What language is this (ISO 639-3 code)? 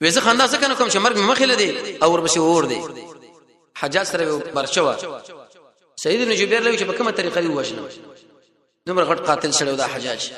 pus